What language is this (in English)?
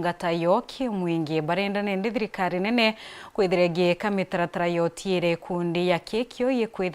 Meru